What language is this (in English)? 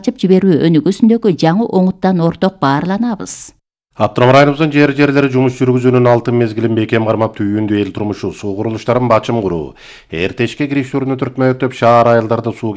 Kyrgyz